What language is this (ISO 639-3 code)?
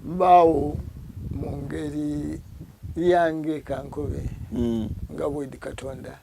xog